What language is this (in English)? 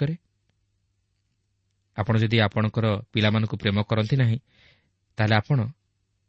Odia